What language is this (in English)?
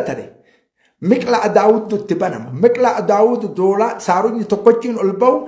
Oromo